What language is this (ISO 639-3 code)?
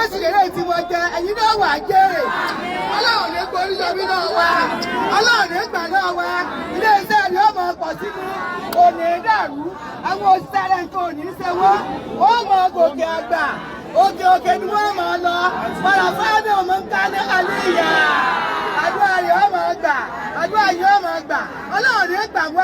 yor